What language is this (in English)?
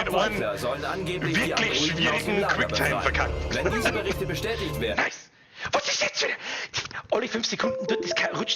Bavarian